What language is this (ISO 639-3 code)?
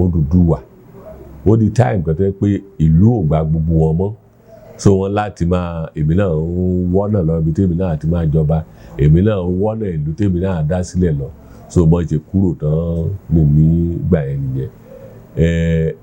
yor